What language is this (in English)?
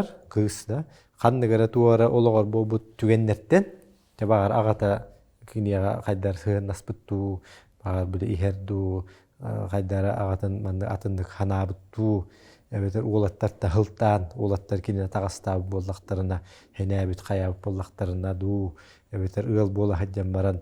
Yakut